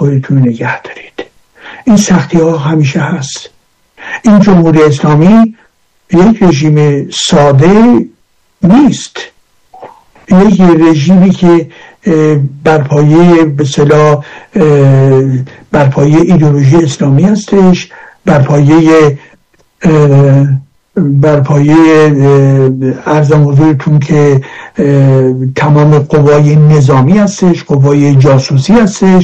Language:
Persian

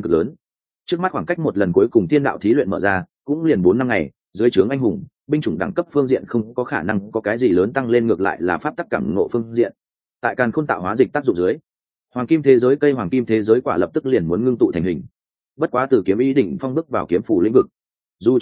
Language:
Vietnamese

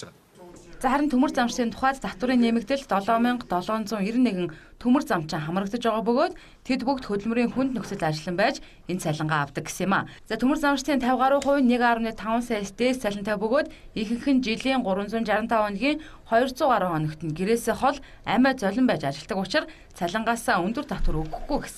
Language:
Mongolian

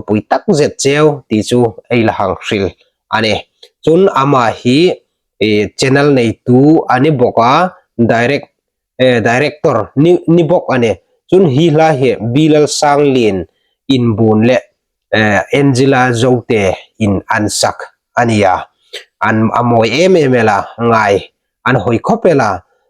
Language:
Hmar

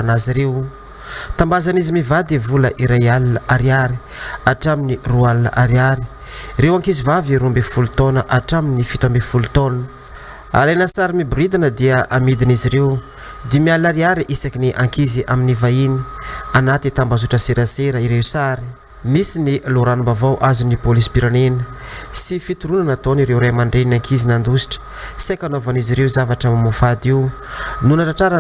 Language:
Malagasy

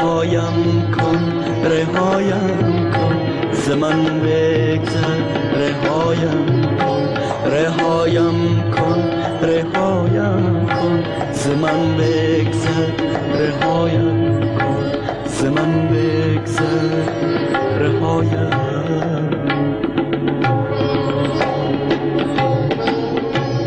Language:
Persian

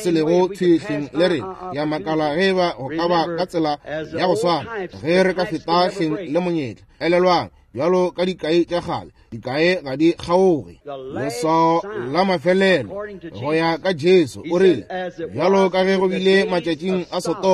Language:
Northern Sotho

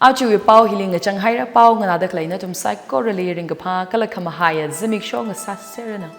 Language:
Tangkhul Naga (India)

